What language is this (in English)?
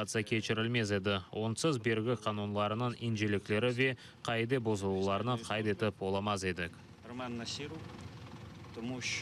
Crimean Tatar